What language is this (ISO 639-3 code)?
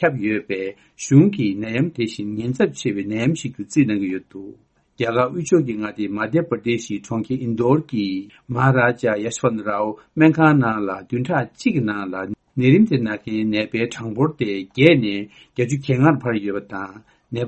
bod